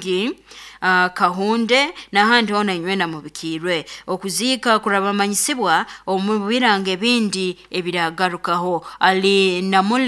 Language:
Nyoro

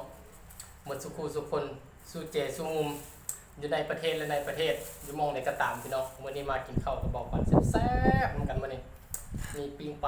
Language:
Lao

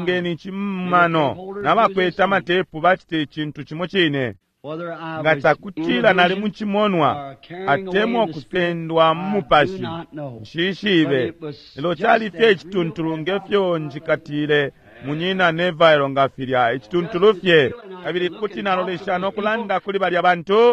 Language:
Bemba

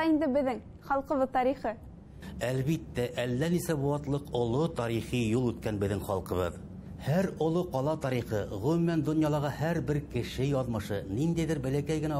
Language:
Bashkir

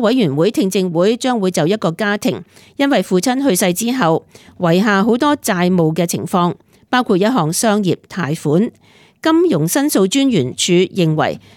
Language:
Cantonese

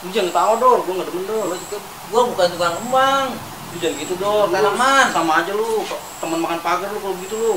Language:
Betawi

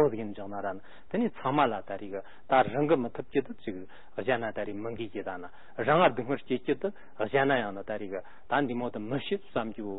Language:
Tibetan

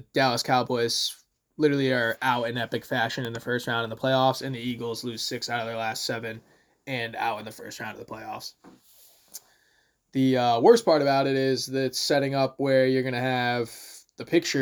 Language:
English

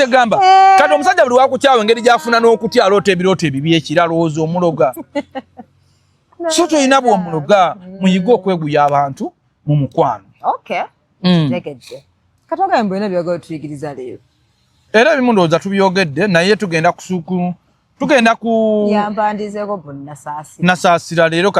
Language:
Ganda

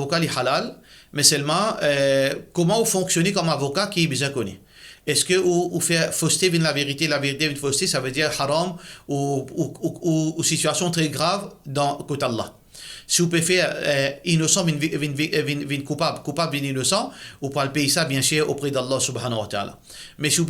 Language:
Morisyen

